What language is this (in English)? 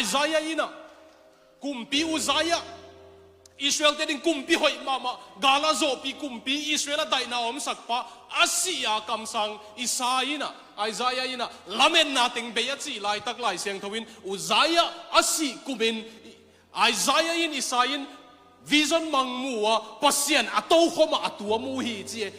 Tedim Chin